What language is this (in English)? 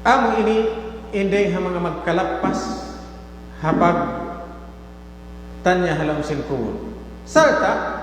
Tausug